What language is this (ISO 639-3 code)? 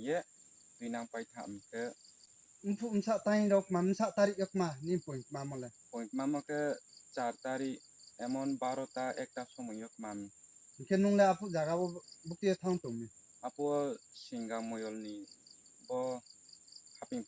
ria